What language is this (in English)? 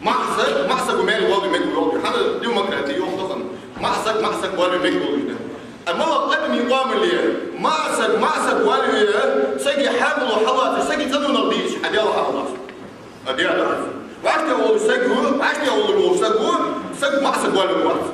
Ingush